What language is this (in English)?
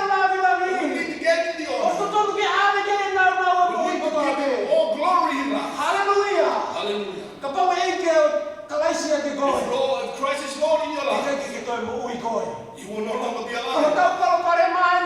Tongan